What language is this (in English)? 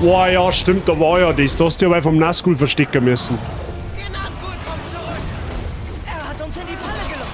Bavarian